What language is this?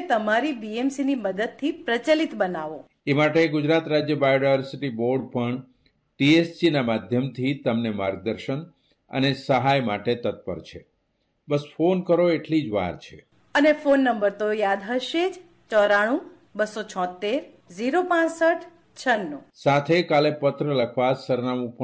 Gujarati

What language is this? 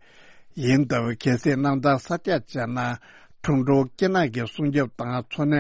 Tibetan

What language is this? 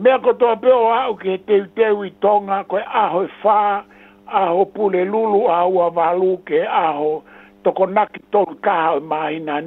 Tongan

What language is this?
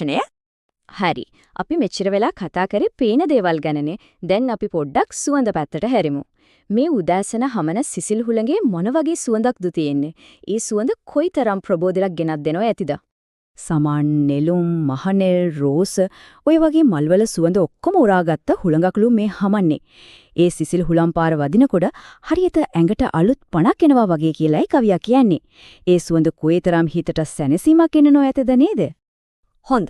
Sinhala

